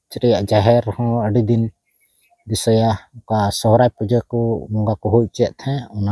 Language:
Santali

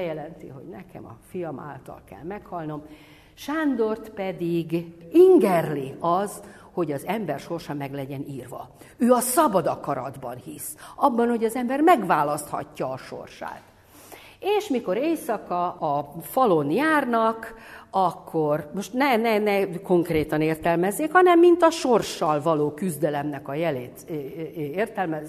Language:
Hungarian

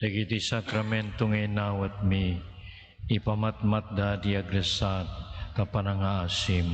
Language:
Iloko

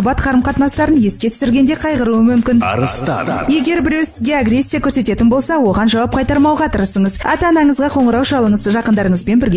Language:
Kazakh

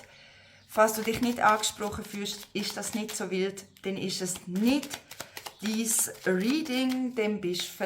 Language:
Swiss German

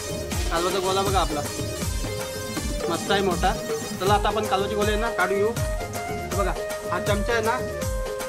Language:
Marathi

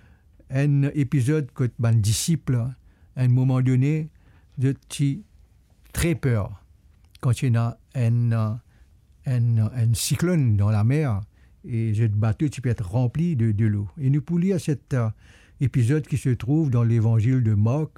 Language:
Morisyen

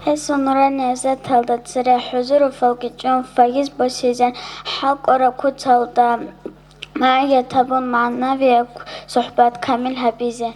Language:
Avaric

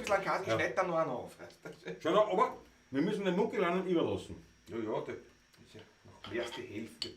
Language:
Bavarian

